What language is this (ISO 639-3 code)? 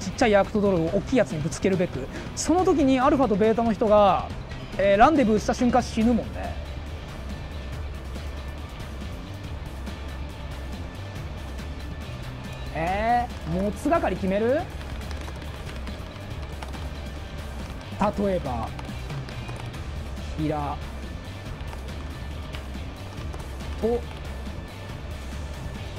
jpn